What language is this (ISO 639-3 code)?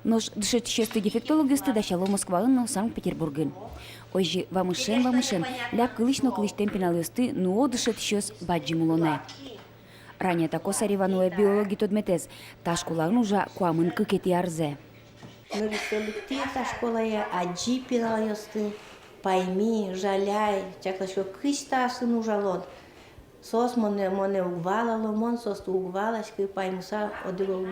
udm